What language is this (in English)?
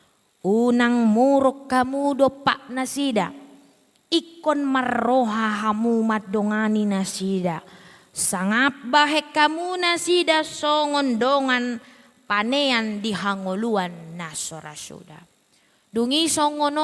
Batak Toba